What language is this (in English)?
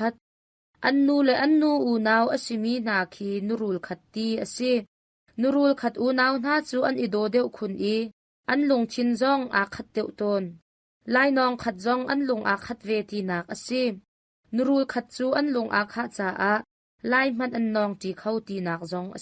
Hakha Chin